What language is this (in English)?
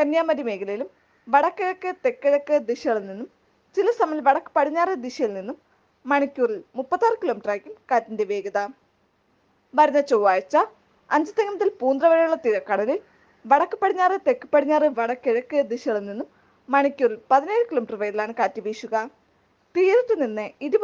Malayalam